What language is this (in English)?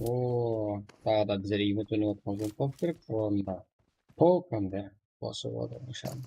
Kara-Kalpak